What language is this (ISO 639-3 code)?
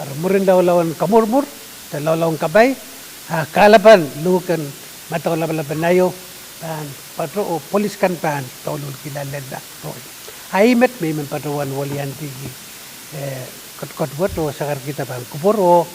pon